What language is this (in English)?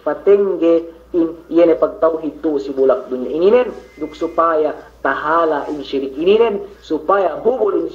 Yakan